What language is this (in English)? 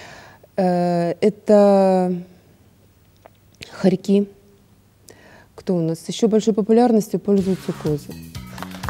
Russian